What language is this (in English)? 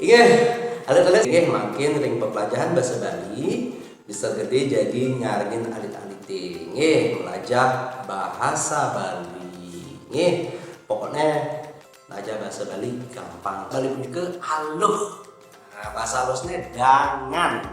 Balinese